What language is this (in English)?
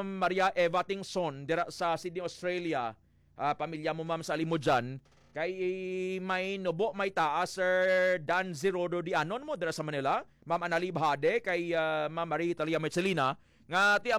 Hiligaynon